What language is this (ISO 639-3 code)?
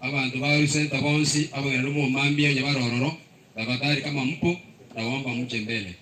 guz